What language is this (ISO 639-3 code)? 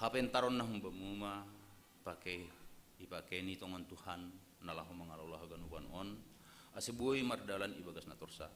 bts